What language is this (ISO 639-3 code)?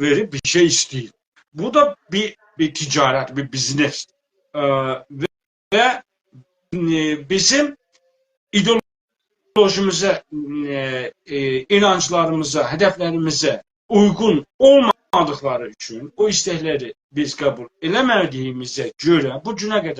azb